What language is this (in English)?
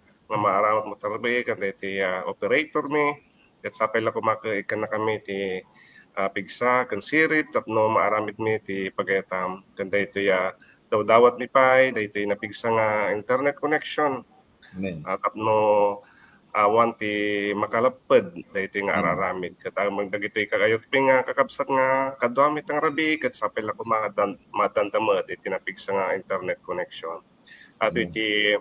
Iloko